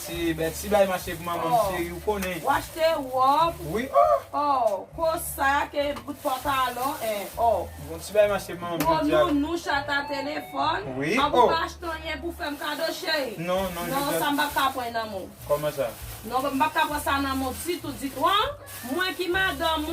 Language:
Haitian Creole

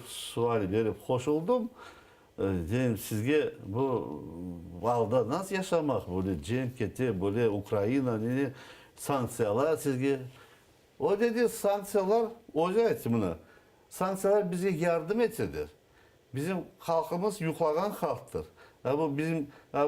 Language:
Crimean Tatar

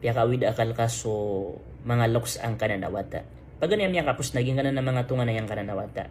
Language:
Maranao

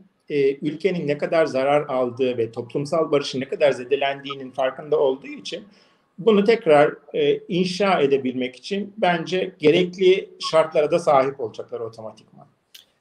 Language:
Turkish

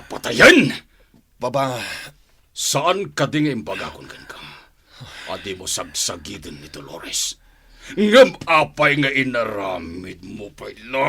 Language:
Iloko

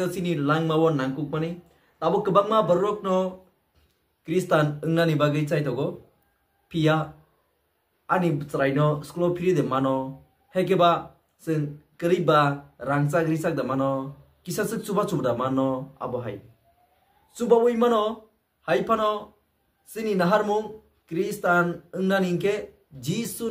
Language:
Kok Borok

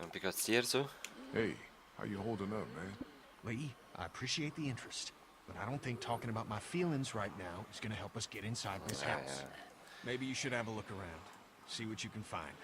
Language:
Swiss German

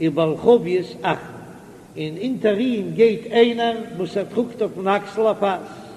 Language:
Yiddish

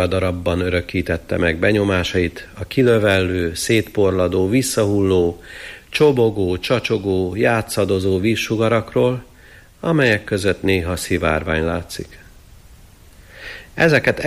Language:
Hungarian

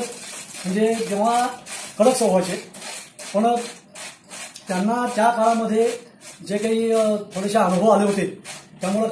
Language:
Marathi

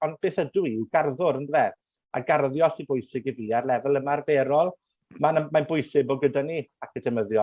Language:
Welsh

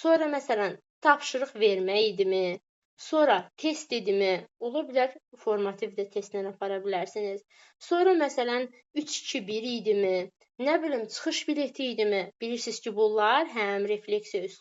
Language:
Azerbaijani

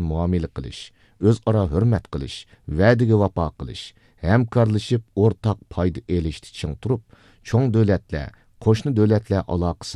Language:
Uyghur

